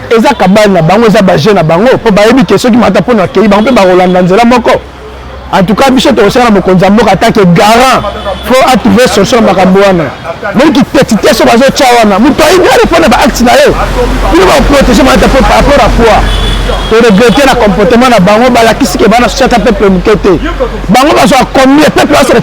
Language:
Lingala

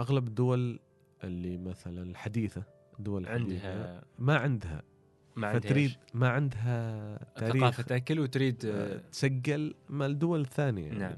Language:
Gulf Arabic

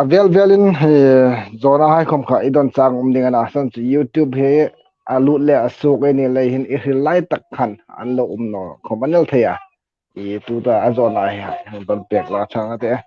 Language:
Hmar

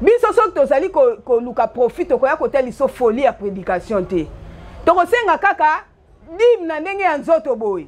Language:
Lingala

